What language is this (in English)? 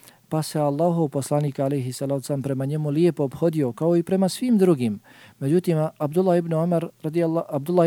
Bosnian